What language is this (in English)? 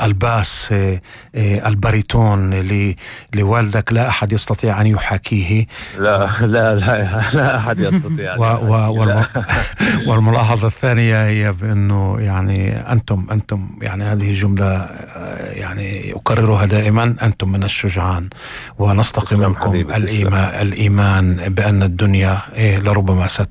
North Levantine Arabic